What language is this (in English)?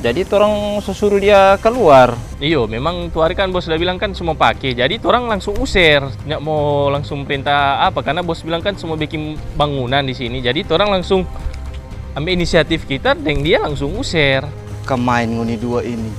Manado Malay